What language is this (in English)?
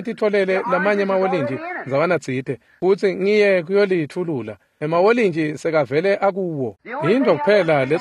Swati